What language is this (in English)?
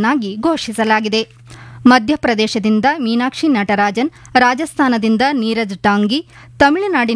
Kannada